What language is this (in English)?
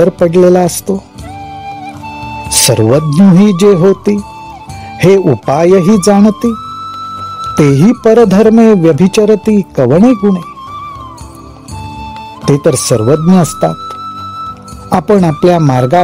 Marathi